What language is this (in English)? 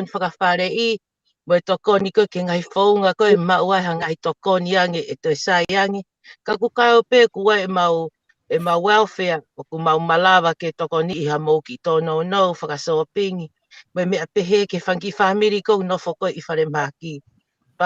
Tongan